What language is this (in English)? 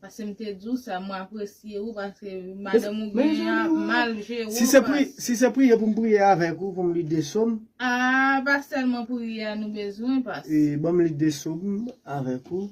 Haitian Creole